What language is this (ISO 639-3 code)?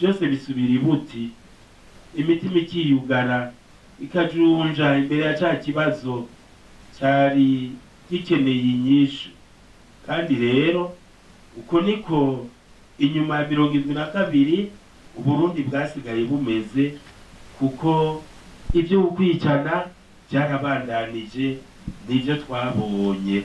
run